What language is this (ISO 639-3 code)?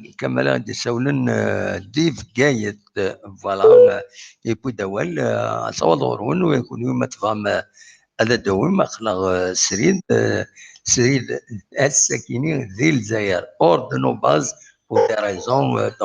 kab